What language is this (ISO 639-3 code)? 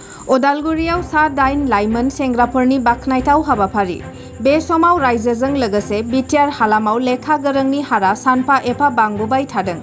brx